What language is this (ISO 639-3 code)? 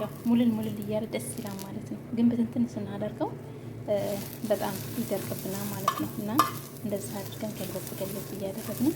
amh